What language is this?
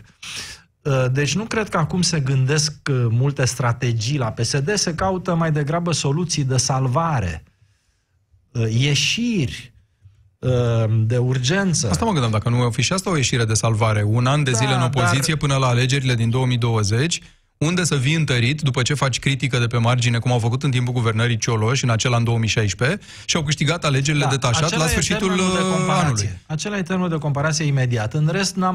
Romanian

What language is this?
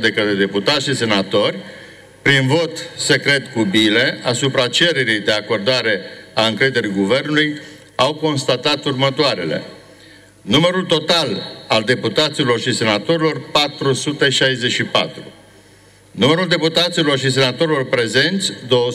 Romanian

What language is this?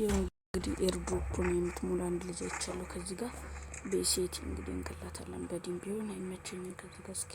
Amharic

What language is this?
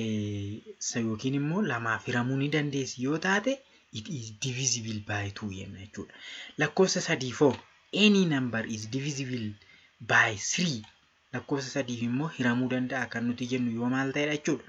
Oromo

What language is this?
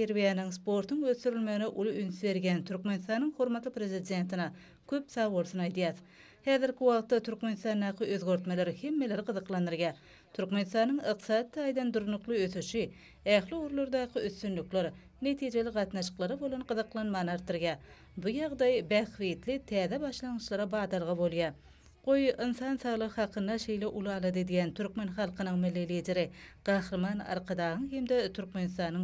Turkmen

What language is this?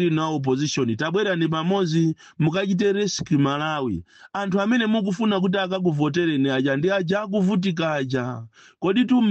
Nyanja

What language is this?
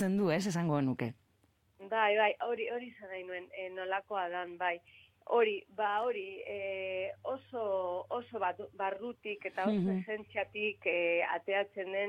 Basque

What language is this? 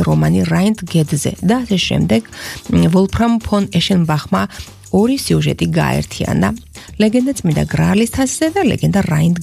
Georgian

